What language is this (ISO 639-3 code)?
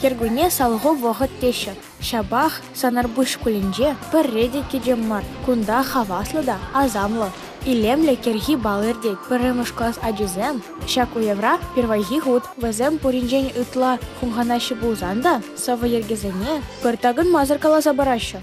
chv